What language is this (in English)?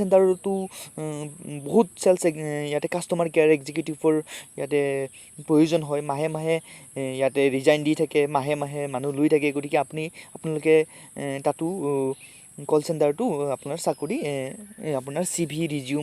Assamese